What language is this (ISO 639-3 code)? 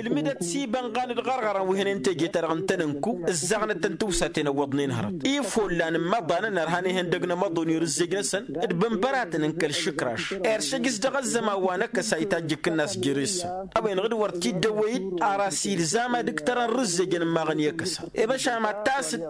taq